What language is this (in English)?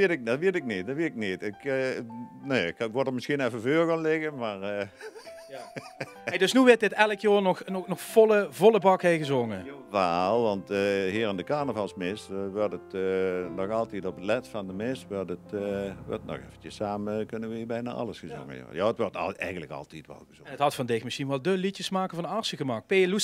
Limburgish